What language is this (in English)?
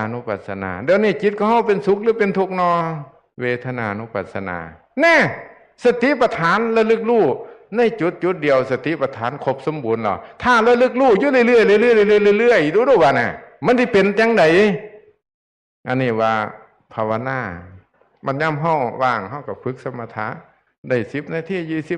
Northeastern Thai